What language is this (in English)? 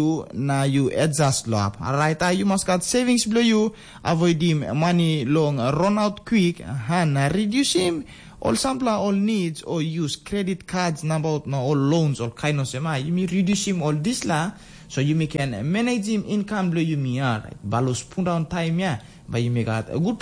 Tok Pisin